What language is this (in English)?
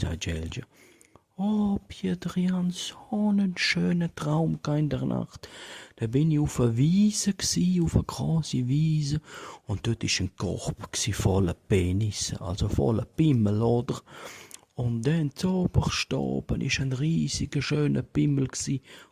Swiss German